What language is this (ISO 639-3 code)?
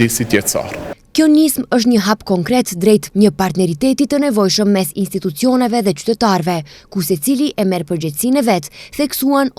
sqi